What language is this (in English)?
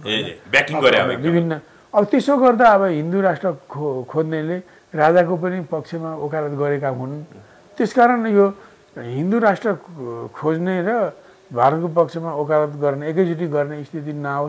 Nepali